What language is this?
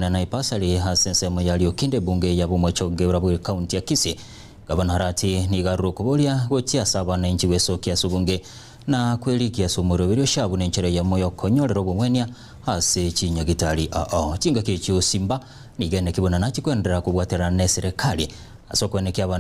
Gusii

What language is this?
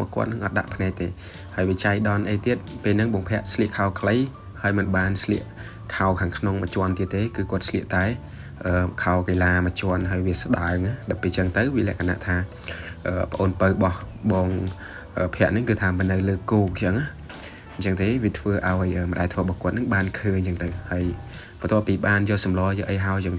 Khmer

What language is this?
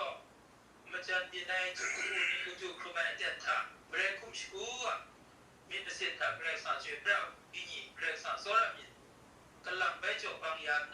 Kachin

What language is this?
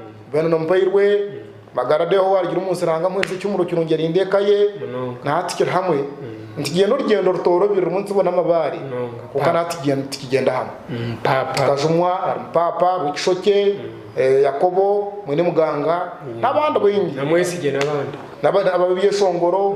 Nyankole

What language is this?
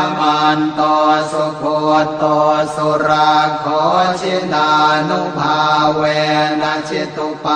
Pali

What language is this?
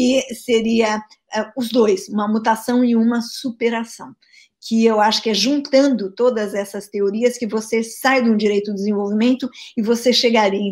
Portuguese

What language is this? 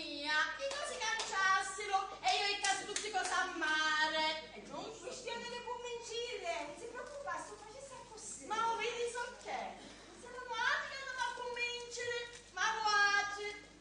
Sicilian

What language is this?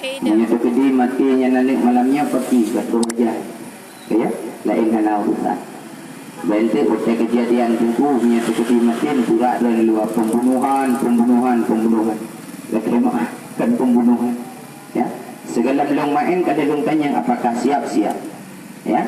Achinese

